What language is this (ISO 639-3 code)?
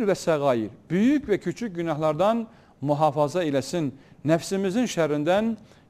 tur